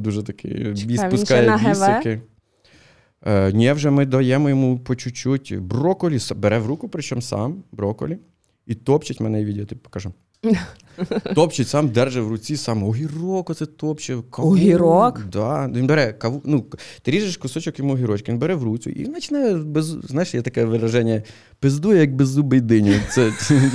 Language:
Ukrainian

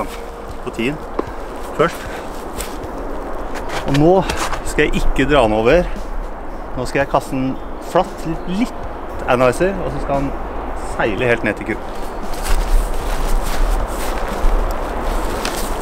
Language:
Norwegian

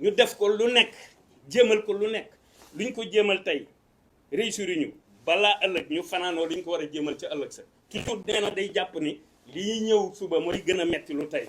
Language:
Wolof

